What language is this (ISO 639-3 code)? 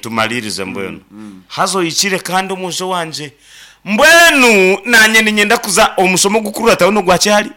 nyn